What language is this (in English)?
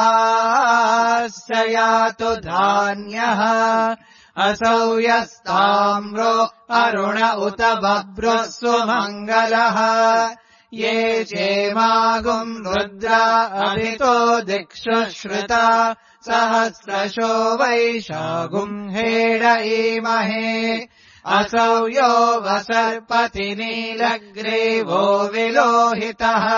Sanskrit